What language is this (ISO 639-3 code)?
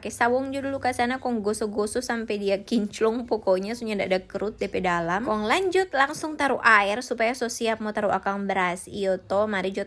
xmm